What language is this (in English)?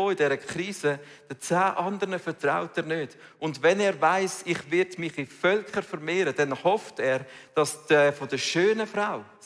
Swiss German